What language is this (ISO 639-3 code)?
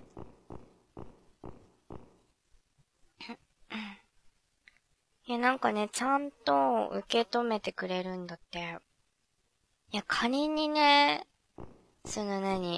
jpn